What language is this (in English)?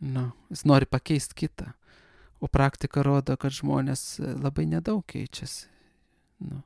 Lithuanian